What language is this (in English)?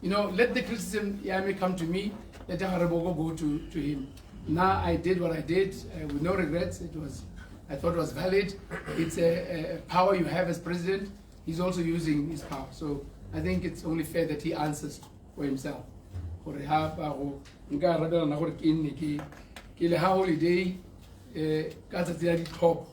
Tswana